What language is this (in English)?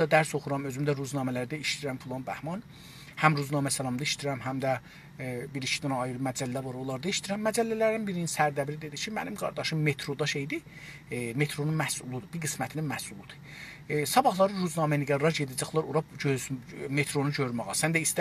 South Azerbaijani